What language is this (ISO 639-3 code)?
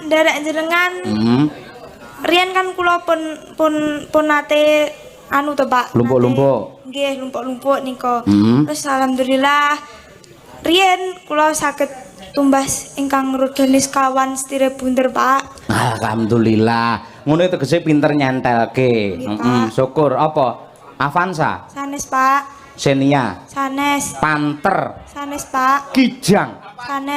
jav